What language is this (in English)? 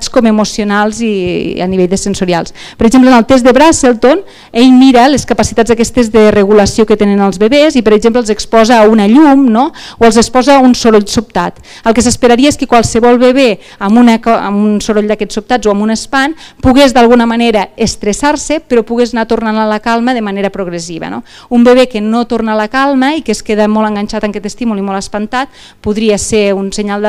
Catalan